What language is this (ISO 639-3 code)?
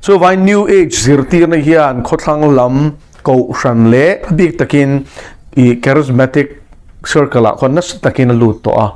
lus